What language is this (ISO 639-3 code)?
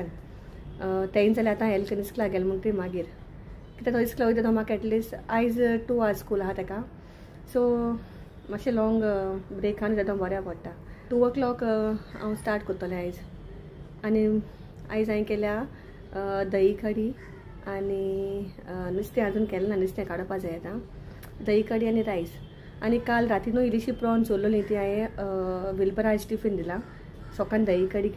kok